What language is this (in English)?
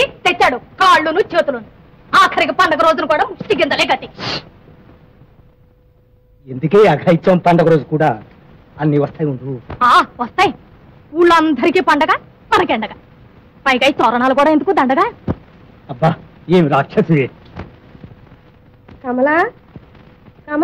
Telugu